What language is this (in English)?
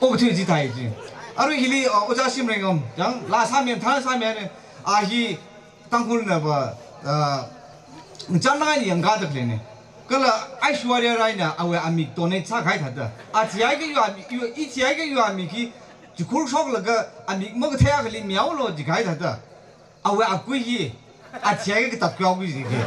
Tangkhul Naga (India)